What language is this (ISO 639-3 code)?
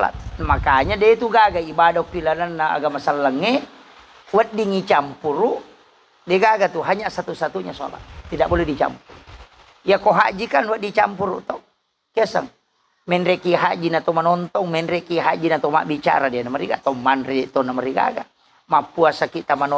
bug